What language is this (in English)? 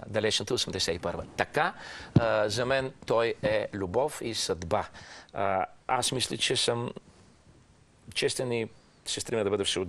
Bulgarian